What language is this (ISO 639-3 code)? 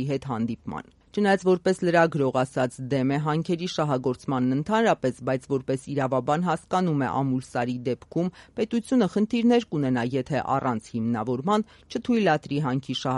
hye